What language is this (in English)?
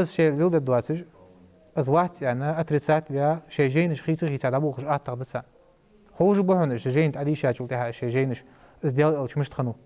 Ingush